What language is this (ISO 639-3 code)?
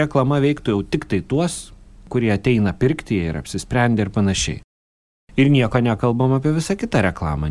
lit